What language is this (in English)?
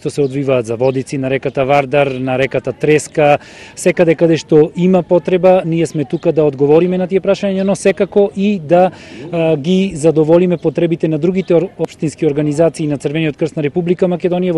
Macedonian